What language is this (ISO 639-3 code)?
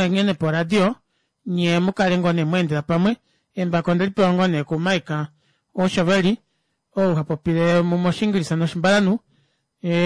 kua